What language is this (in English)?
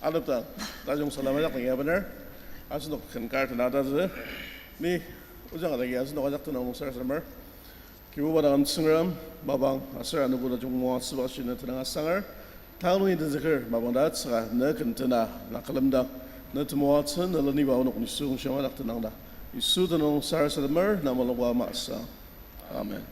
Ao Naga